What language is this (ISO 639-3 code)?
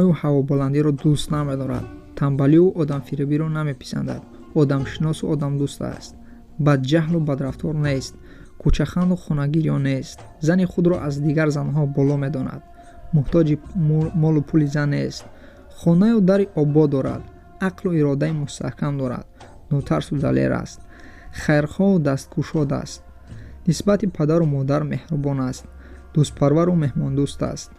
tgk